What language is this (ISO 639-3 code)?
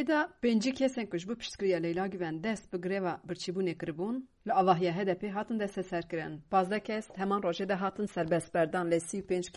kur